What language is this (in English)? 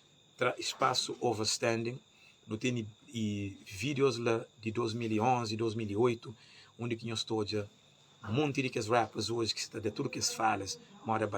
Kabuverdianu